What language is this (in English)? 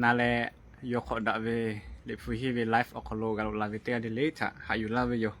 Lahu